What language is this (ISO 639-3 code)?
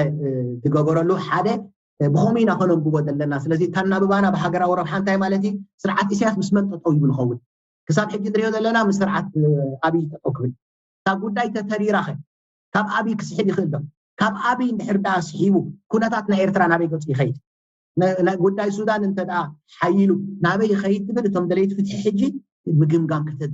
tir